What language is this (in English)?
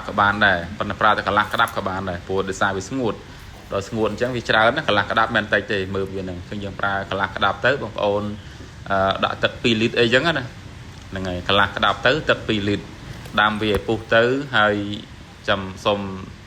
Khmer